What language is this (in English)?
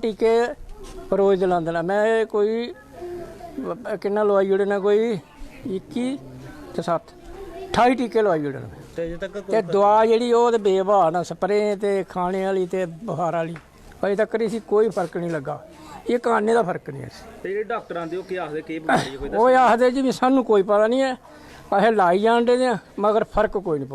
Dogri